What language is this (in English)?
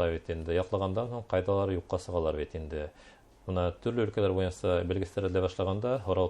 Bashkir